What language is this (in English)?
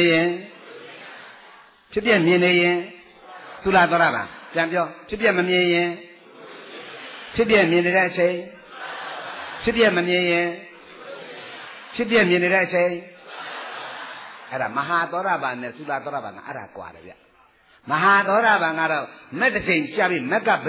Burmese